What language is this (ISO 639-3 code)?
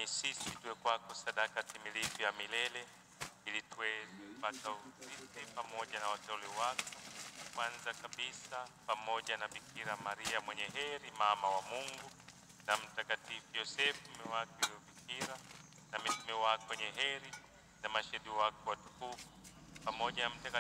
swa